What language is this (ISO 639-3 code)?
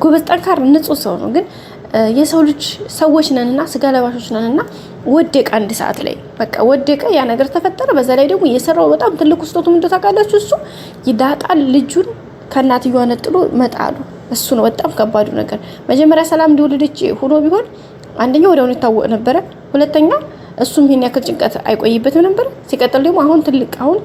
amh